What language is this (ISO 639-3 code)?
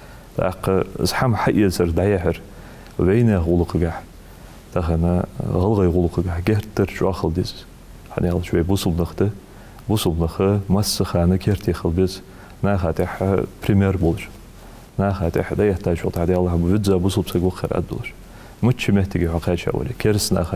inh